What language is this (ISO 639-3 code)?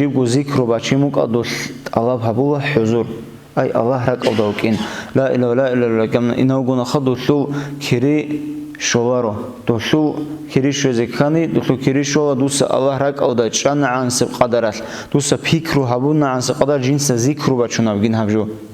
ava